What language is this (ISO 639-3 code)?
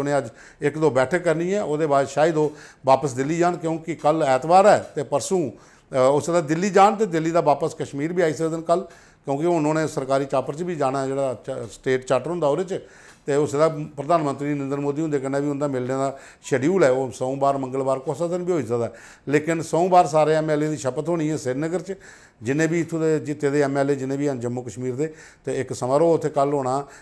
doi